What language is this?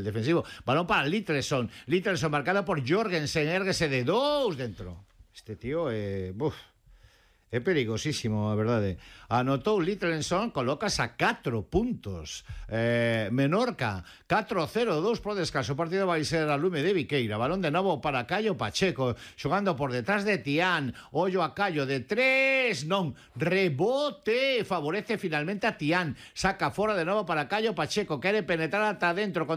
Galician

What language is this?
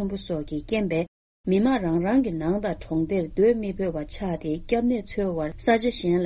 Tibetan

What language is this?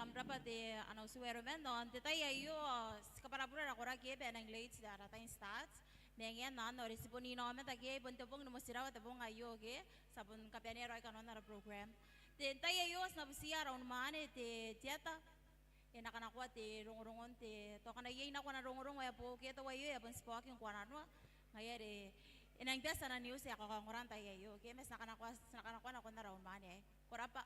Gilbertese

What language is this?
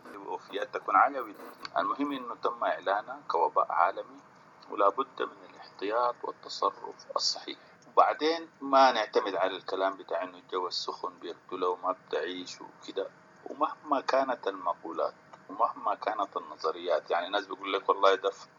Sudanese Arabic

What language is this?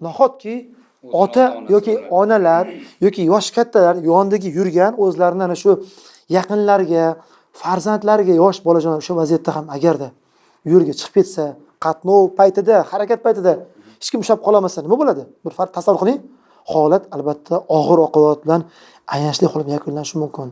Uzbek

